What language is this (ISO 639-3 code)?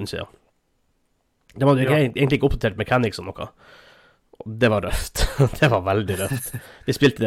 nor